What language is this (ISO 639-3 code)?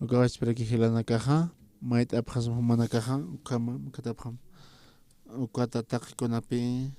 aym